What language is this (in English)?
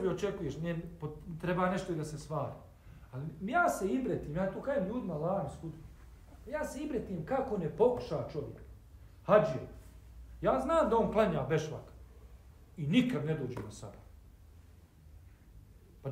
Bosnian